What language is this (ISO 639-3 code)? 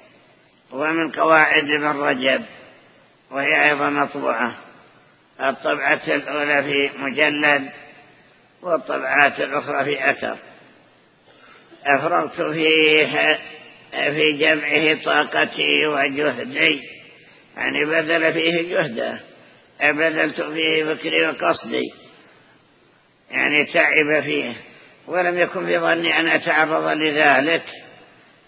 ara